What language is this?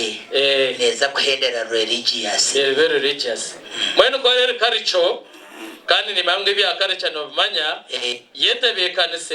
Nyankole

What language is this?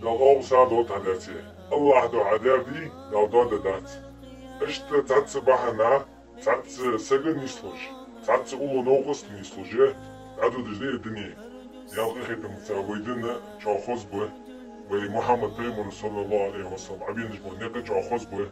Chechen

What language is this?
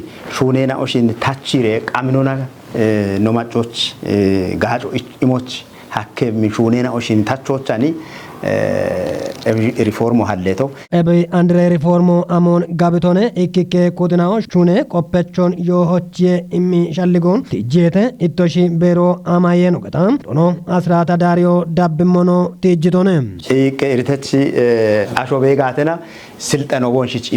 Kafa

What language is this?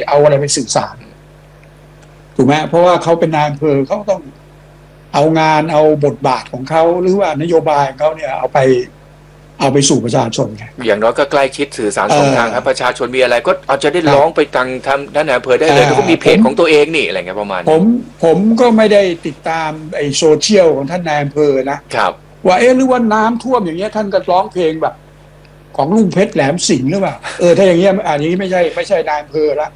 Thai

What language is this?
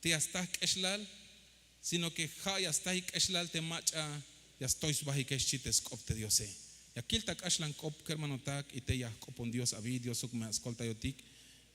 Tzeltal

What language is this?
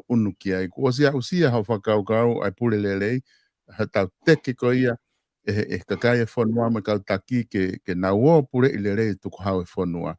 Tongan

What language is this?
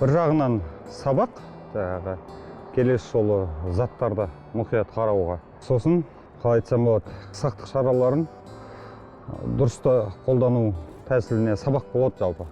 Kazakh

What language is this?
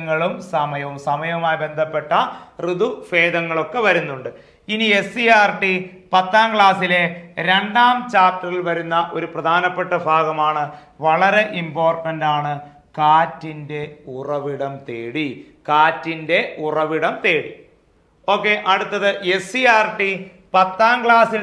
Malayalam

